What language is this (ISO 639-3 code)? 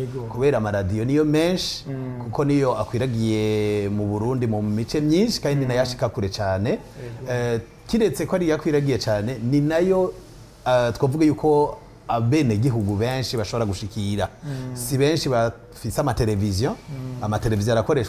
run